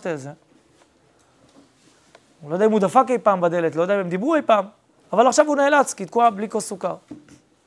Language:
Hebrew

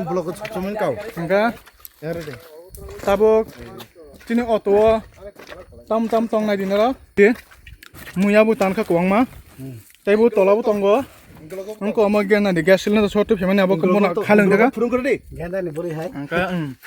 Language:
Kok Borok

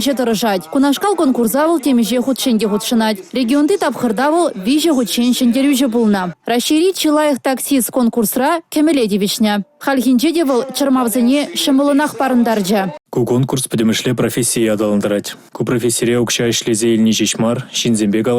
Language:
Chuvash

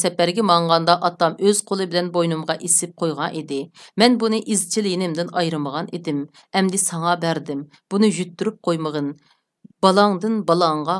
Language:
Uyghur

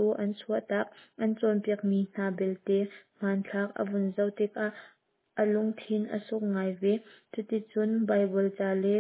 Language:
Hakha Chin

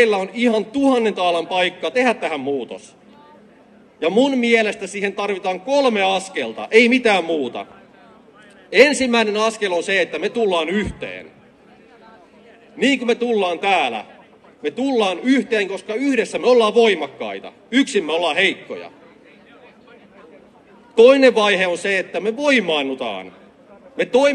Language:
Finnish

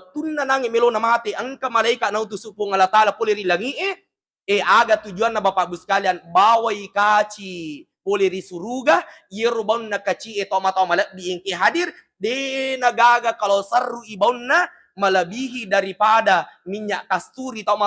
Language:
Buginese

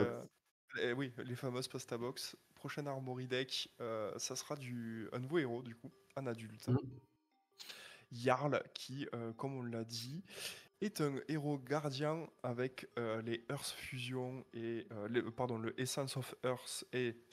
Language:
French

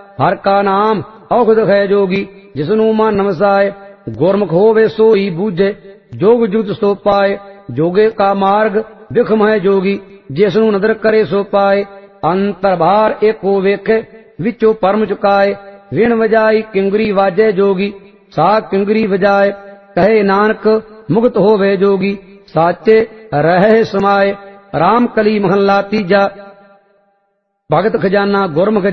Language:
Punjabi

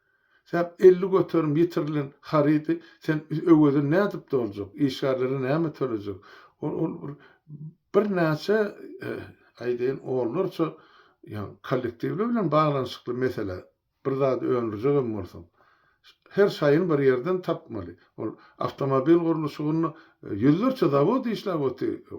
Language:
Turkmen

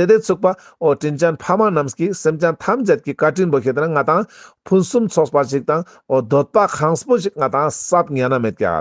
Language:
Ladakhi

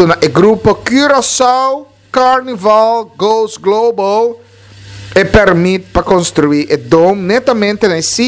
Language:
Papiamento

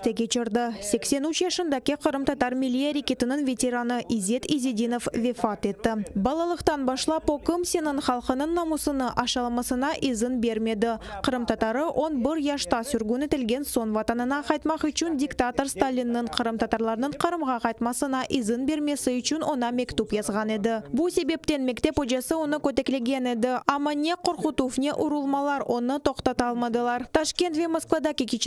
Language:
Crimean Tatar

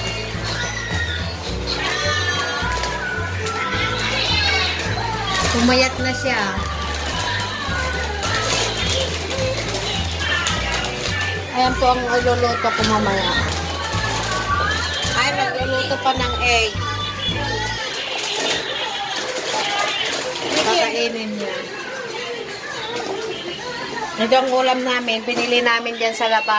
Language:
Filipino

